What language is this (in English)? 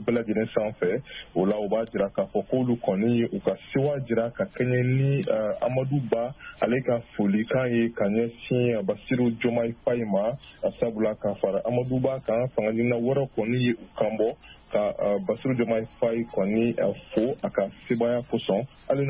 Bambara